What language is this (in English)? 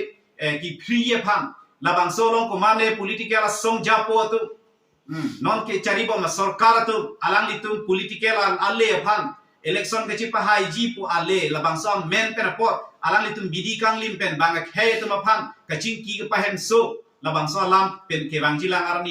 Karbi